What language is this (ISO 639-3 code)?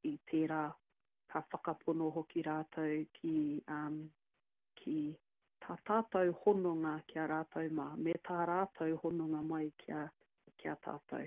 mri